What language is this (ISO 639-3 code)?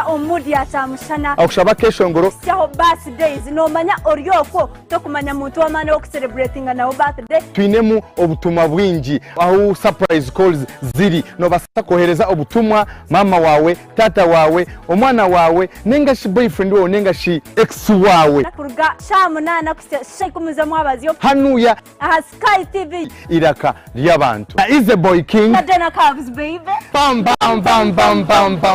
nyn